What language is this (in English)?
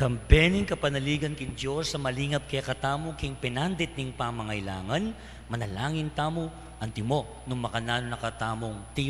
Pampanga